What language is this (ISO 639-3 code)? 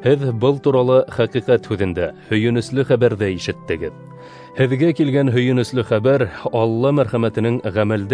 bak